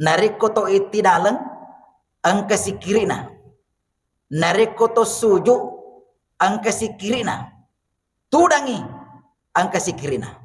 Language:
Buginese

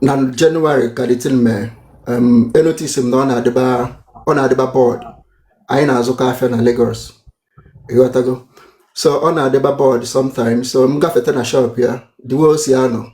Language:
Igbo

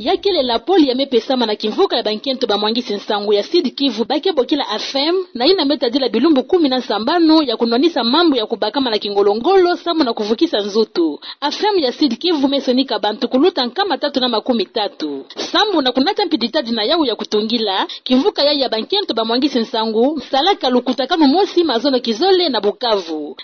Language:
Kituba (Democratic Republic of Congo)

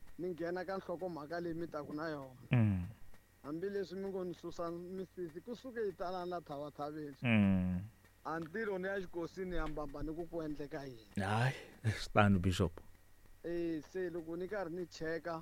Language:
Tsonga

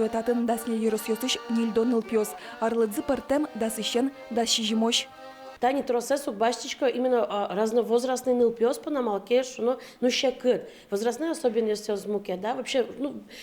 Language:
Udmurt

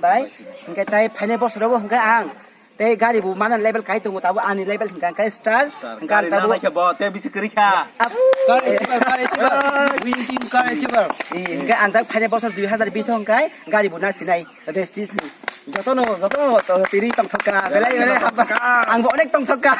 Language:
Kok Borok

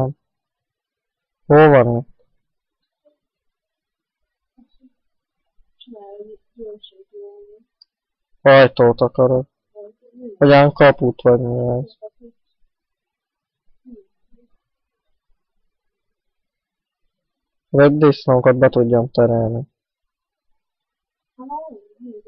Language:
Hungarian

